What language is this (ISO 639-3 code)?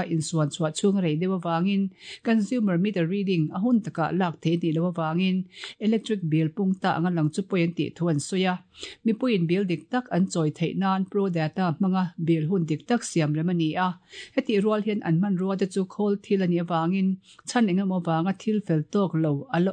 lus